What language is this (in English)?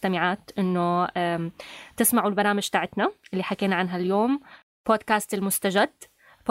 North Levantine Arabic